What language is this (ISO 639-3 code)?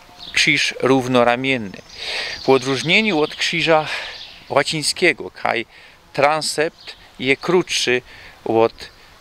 szl